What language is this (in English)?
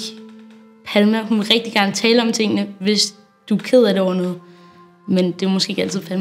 Danish